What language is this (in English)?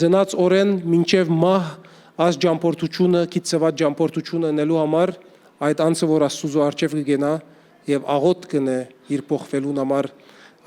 Western Armenian